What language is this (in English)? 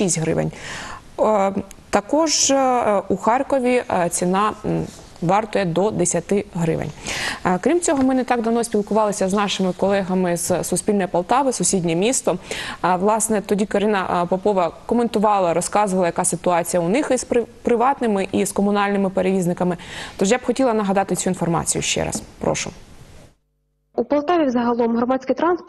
Ukrainian